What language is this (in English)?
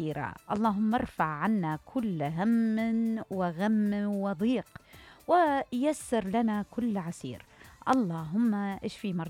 Mesopotamian Arabic